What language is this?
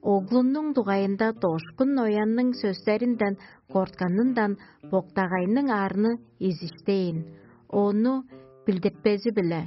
Tuvinian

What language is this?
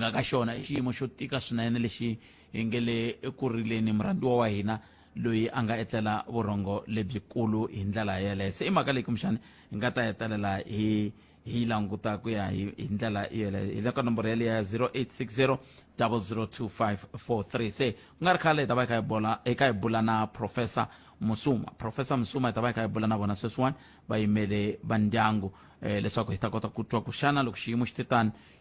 Tsonga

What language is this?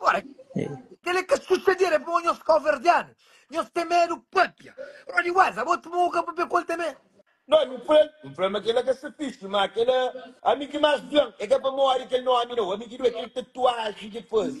Kabuverdianu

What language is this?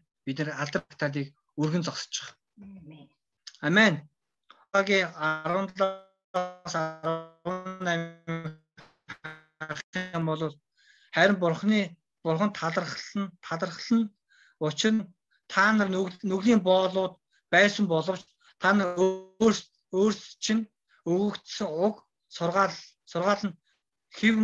Mongolian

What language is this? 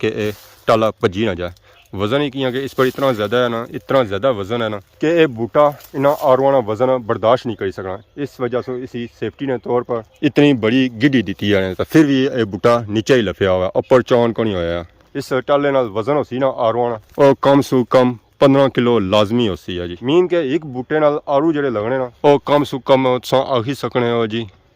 Pahari-Potwari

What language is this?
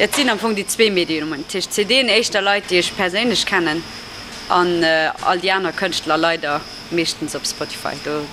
Luxembourgish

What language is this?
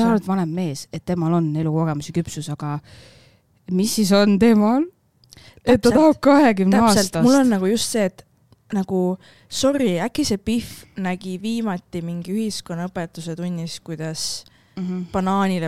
Estonian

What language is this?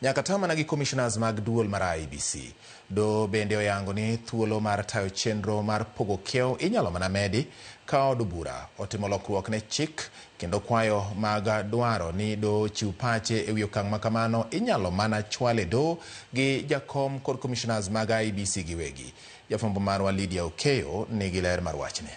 Luo (Kenya and Tanzania)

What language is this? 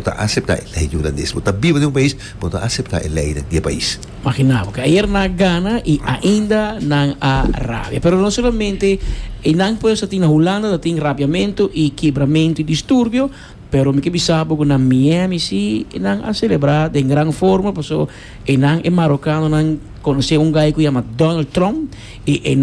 Papiamento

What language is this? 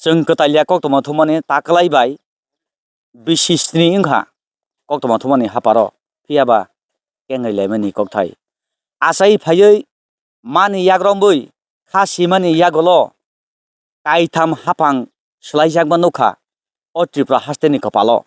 Kok Borok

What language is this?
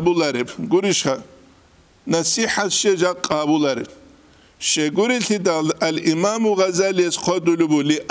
Avaric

